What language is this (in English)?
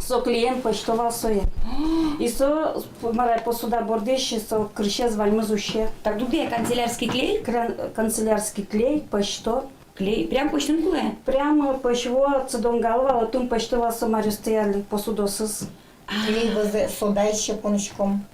Udmurt